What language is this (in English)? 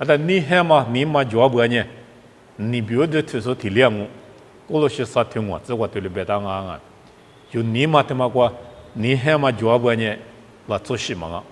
Lisu